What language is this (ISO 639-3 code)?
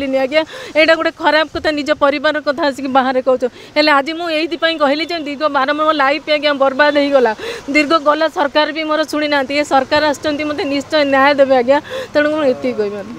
ori